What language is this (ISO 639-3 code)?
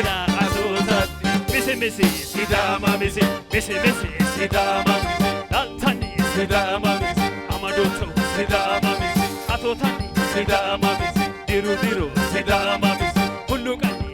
sid